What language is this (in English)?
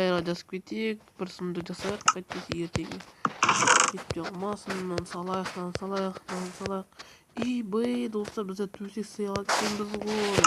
Kazakh